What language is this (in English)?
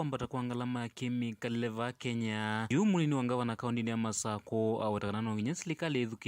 Kamba